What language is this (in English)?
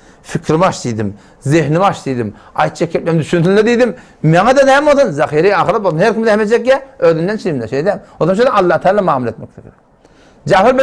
Turkmen